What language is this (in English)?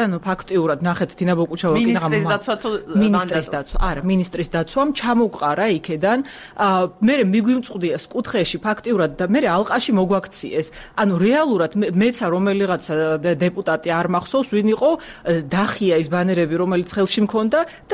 Georgian